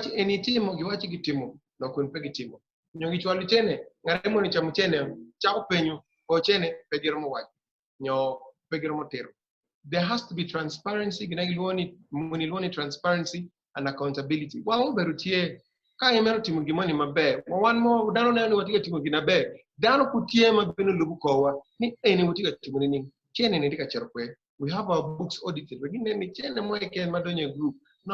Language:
Acoli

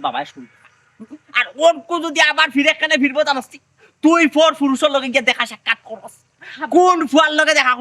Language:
Sylheti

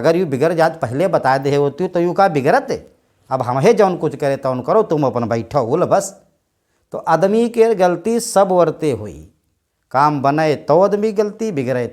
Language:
Awadhi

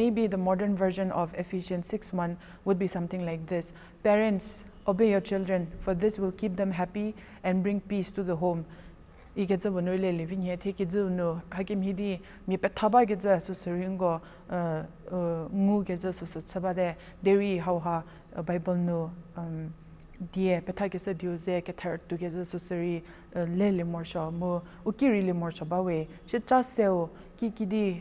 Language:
Angami Naga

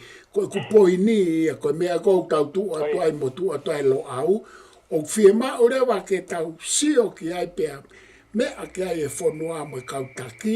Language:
Tongan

